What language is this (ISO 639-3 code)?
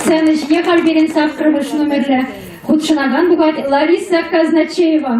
chv